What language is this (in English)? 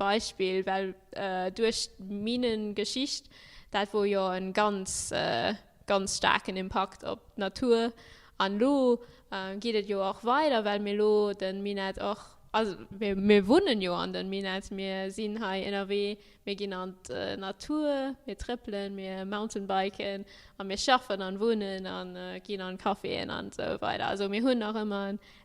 Luxembourgish